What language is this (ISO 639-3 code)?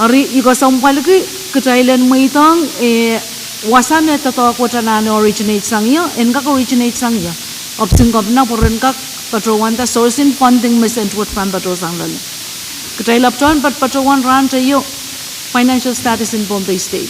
pon